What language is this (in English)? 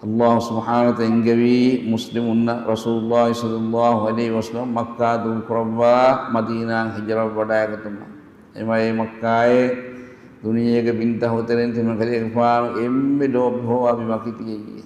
Divehi